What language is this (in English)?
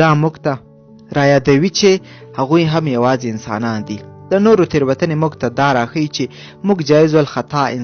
Pashto